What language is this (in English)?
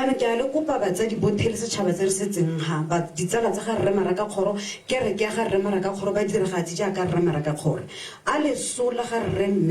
Tswana